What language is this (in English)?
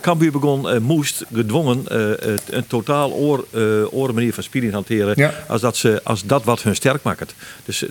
Western Frisian